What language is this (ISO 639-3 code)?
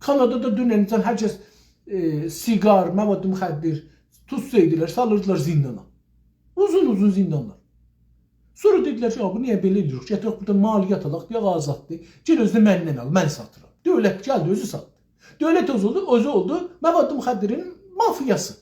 azb